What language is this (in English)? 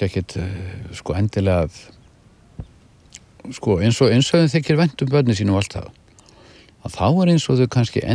Icelandic